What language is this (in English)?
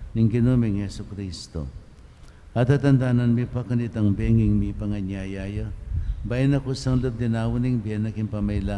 Pampanga